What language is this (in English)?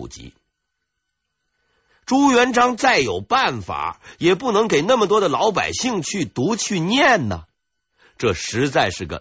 Chinese